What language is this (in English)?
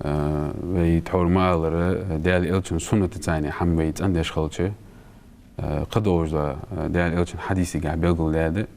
Ingush